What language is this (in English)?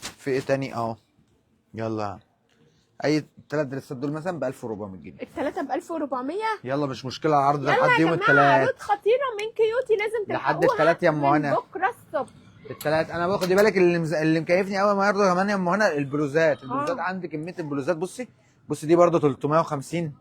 Egyptian Arabic